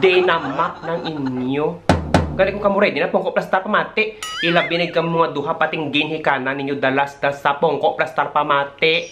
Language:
Hiligaynon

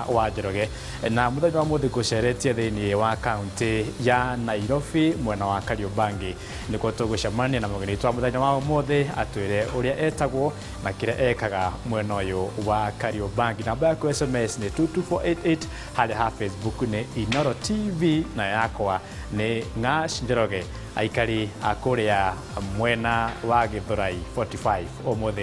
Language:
Kikuyu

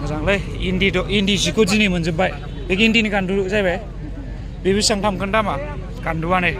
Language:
Bodo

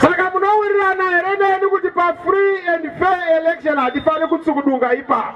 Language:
Shona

